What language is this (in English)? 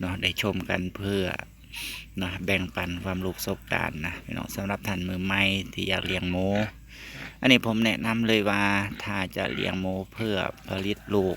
Northeastern Thai